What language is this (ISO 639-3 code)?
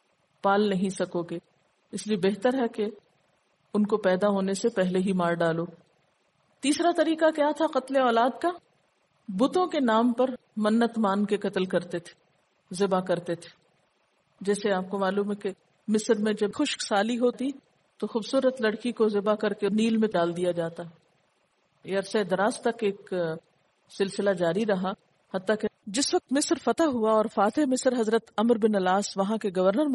urd